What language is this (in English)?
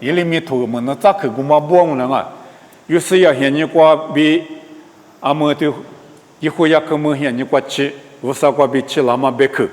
Lisu